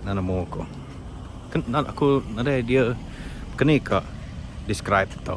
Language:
Iban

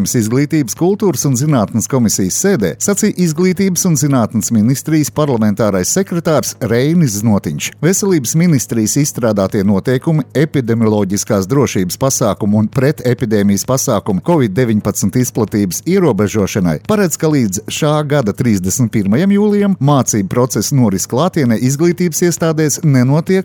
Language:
Latvian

